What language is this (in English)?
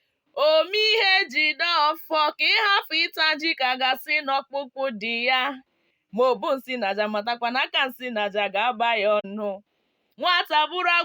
Igbo